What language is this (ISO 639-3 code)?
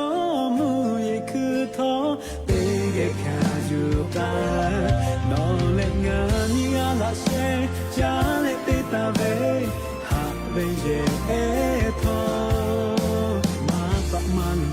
lhu